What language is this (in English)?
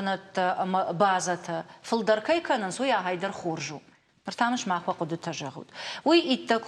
Ossetic